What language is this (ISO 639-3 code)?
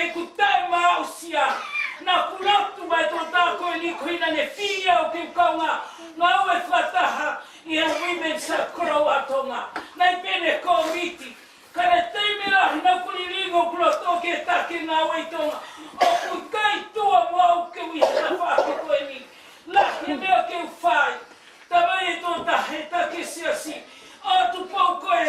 ton